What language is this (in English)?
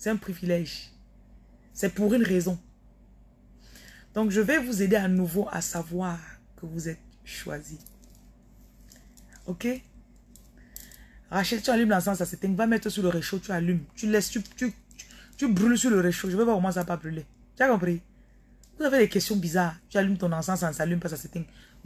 French